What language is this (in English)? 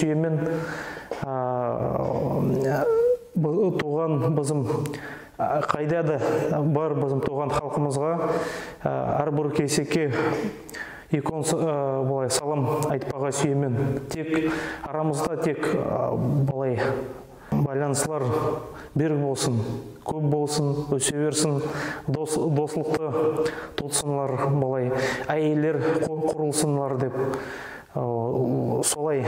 Nogai